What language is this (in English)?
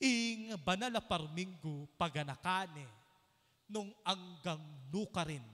Pampanga